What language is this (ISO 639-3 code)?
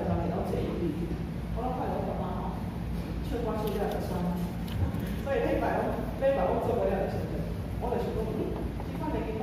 nan